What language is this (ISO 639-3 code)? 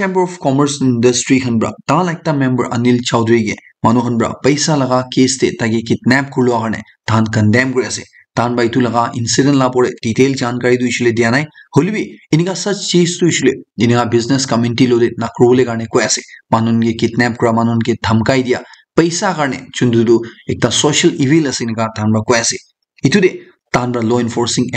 nag